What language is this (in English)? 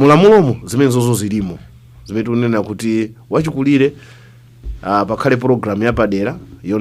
Nyanja